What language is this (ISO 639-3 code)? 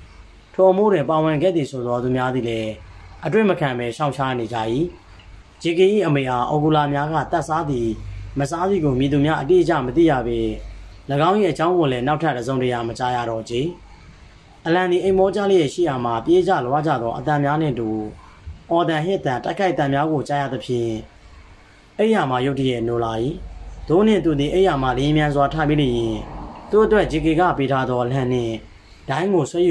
mya